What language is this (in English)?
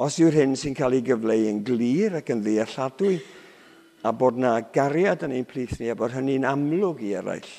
Welsh